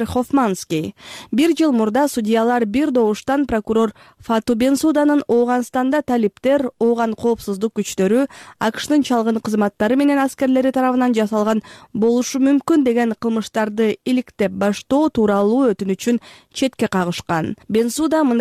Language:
Kyrgyz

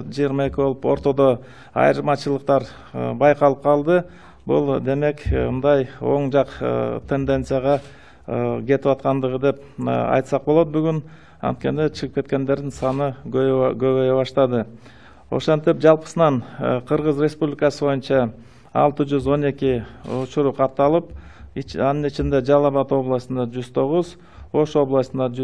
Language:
Kyrgyz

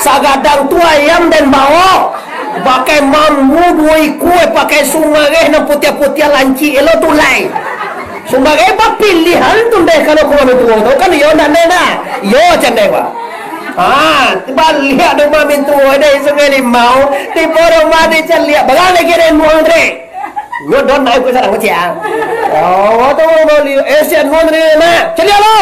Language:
Minangkabau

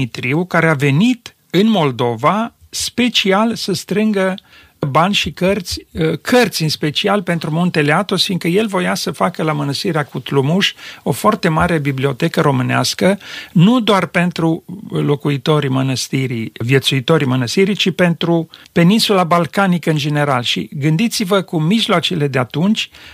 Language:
Romanian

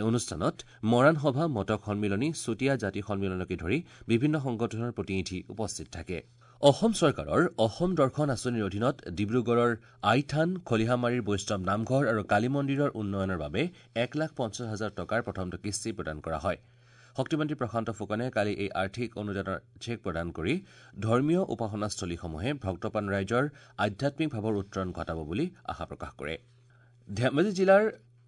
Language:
Assamese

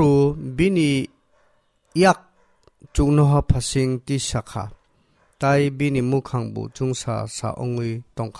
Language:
Kok Borok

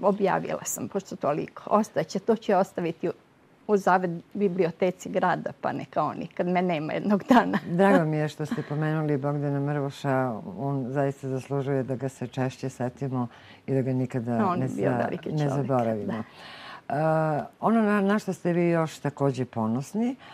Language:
Serbian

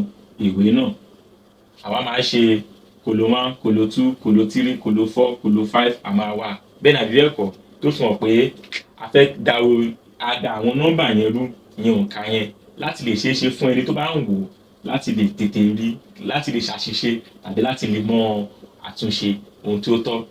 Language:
Yoruba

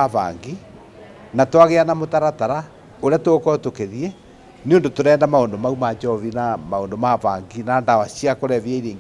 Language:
Kikuyu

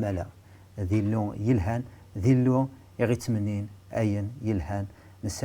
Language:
Kabyle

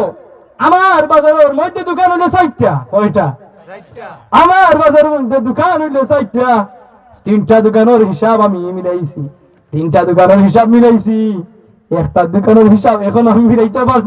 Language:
Sylheti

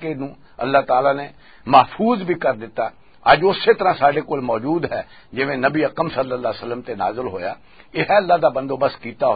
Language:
Western Panjabi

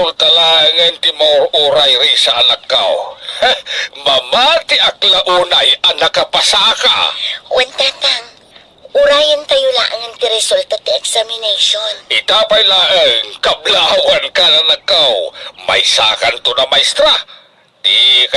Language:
Iloko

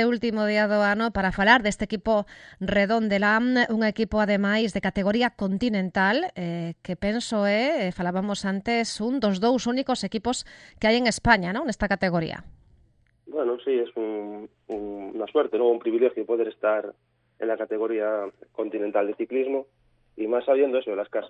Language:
Galician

